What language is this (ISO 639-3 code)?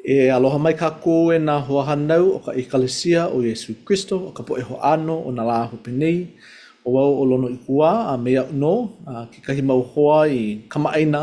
haw